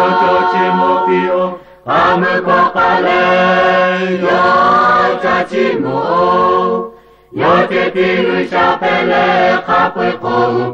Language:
Lahu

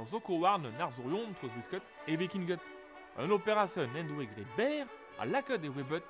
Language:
Breton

